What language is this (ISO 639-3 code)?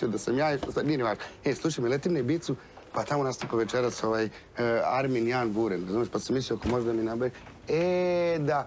srp